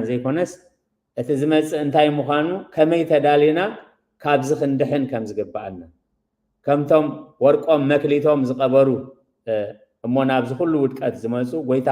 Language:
Tigrinya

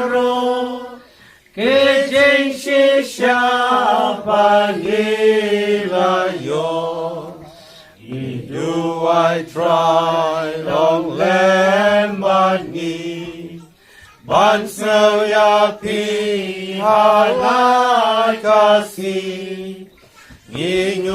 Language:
Khasi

